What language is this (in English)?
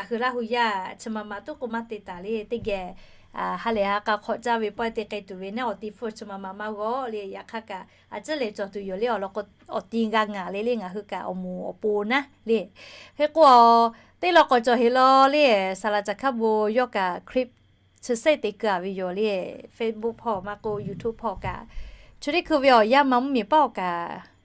Lahu